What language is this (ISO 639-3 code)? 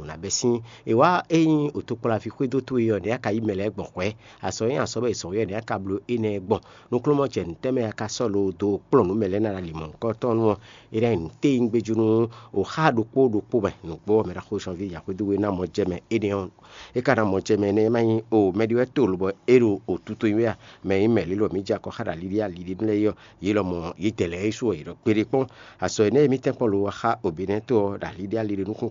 fon